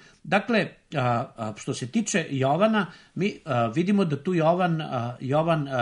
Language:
Serbian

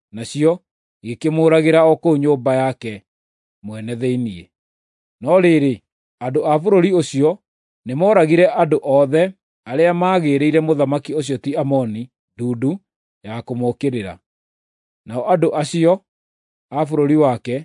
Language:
Kikuyu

